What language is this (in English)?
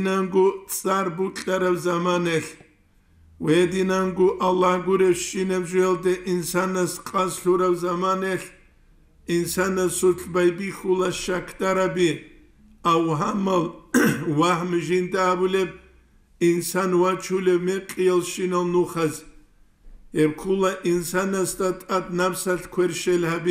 Avaric